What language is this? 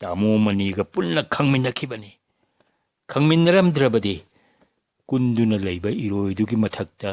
Manipuri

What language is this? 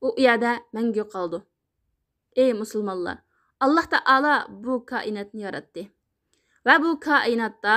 Uyghur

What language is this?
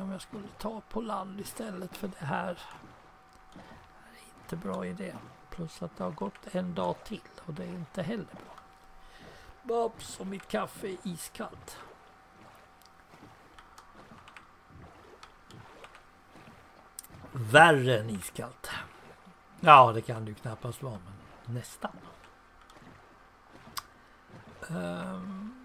Swedish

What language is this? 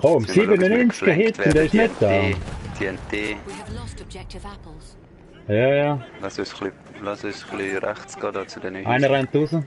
Swiss German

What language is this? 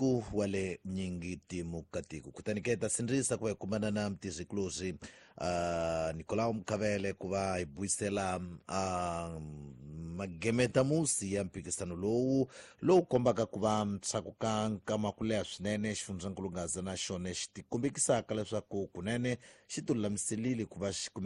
Tsonga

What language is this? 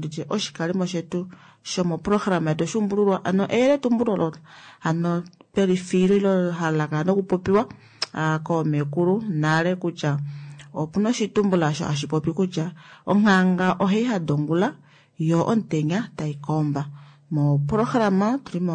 Kuanyama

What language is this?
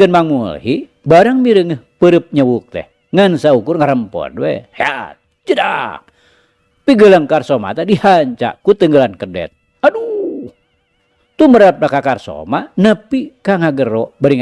Sundanese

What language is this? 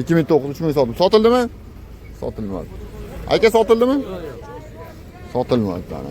Uzbek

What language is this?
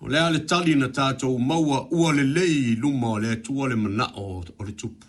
Samoan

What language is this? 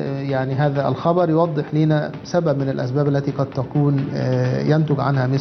Egyptian Arabic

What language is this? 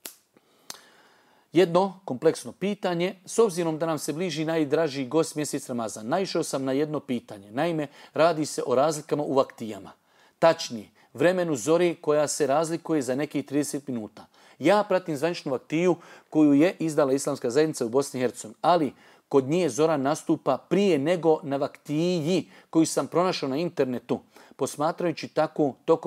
Bosnian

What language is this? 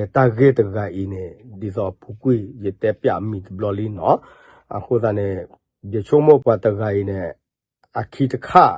S'gaw Karen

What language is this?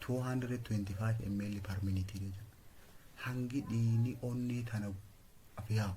Oromo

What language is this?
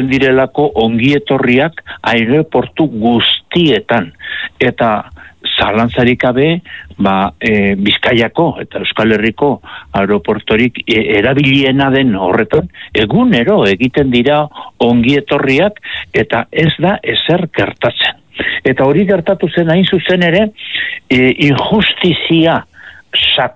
Basque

